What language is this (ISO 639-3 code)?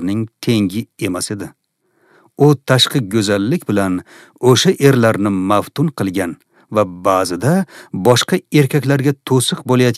uzb